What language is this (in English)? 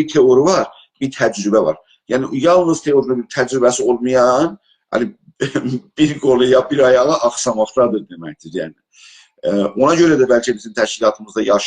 South Azerbaijani